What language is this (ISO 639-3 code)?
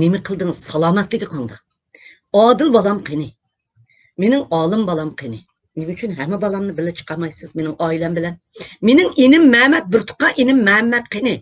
uig